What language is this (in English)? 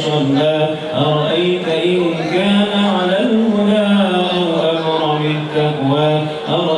Arabic